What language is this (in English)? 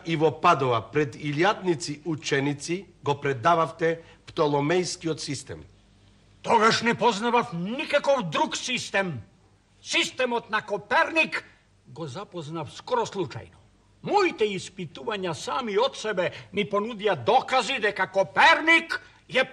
Macedonian